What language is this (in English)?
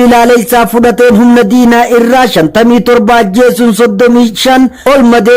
Oromo